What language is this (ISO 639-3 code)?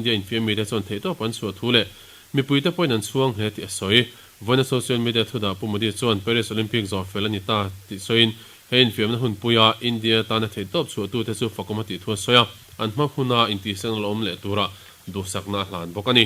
lus